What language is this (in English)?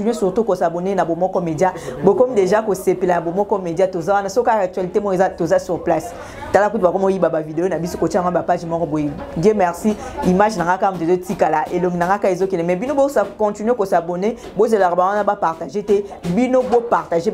Lingala